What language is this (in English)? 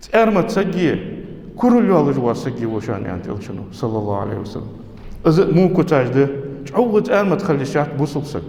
Ingush